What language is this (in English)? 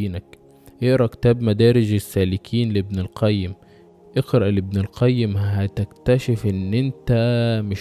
Egyptian Arabic